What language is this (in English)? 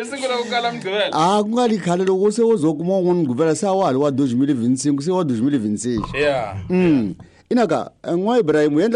Tsonga